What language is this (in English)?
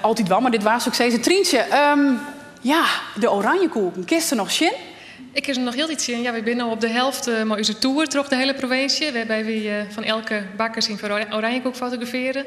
Western Frisian